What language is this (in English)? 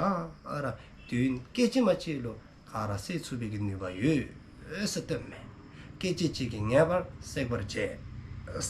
Dzongkha